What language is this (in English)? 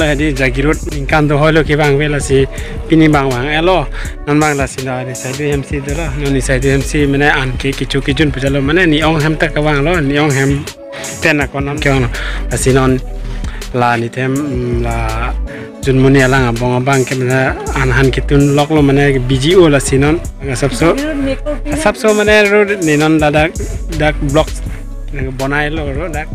Karbi